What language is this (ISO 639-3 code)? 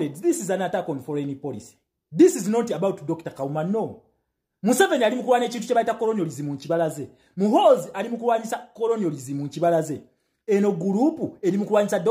lug